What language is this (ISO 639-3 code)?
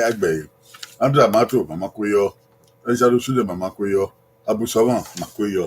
bin